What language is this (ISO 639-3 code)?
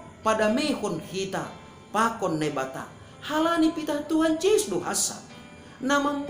bts